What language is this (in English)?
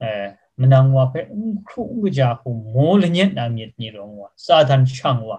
Kachin